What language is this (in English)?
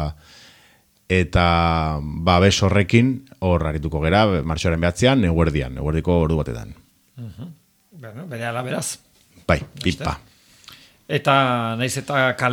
Basque